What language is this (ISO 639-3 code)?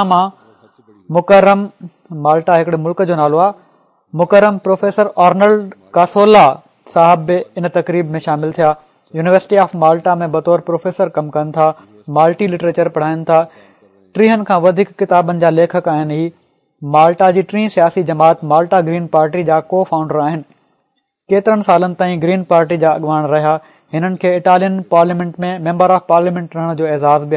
snd